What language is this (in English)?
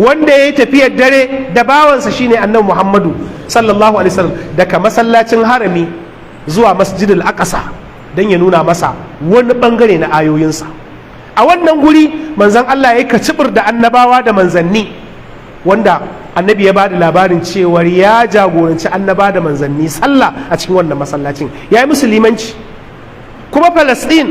Hausa